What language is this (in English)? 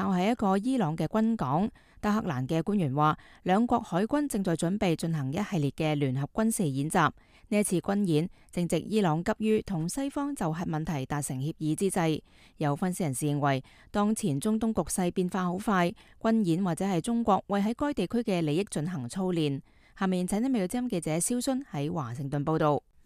Cantonese